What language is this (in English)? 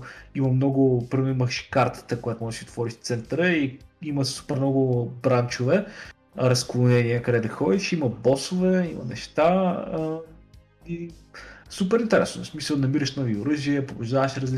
Bulgarian